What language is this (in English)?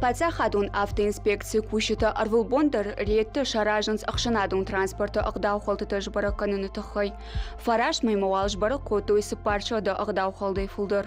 Ossetic